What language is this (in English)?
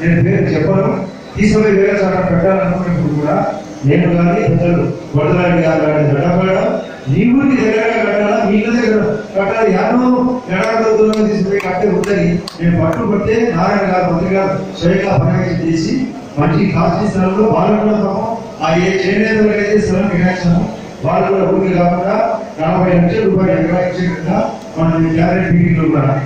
Telugu